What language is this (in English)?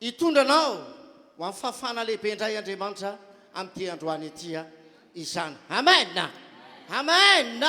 Malagasy